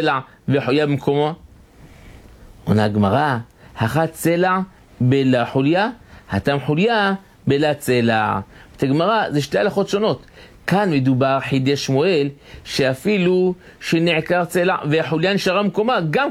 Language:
Hebrew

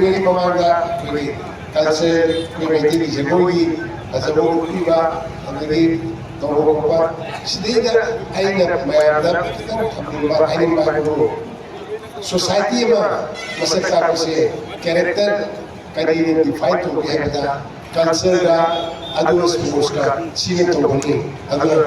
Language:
Manipuri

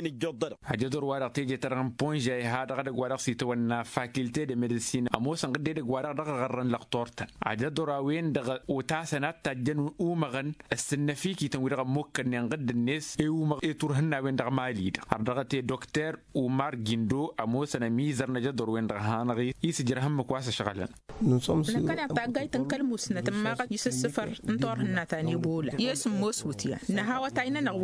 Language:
Tamasheq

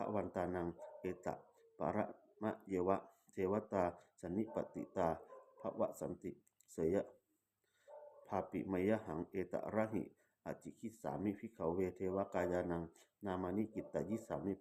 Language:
Pali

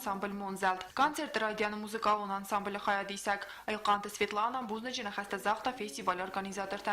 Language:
Ossetic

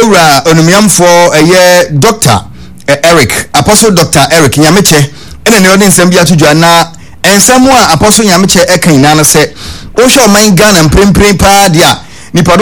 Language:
Akan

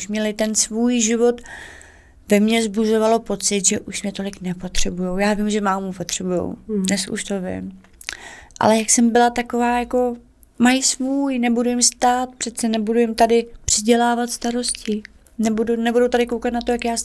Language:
Czech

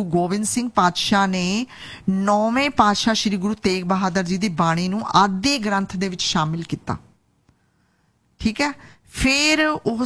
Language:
Punjabi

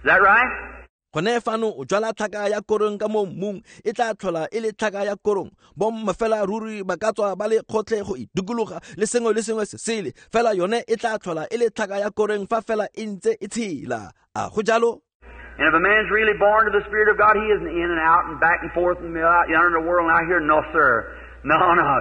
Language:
Tswana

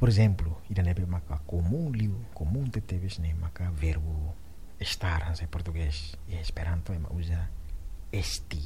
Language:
Tetum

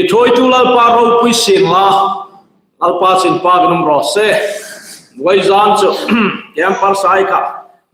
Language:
Hmar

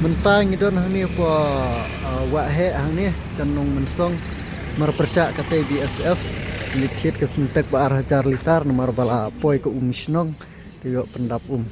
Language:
Khasi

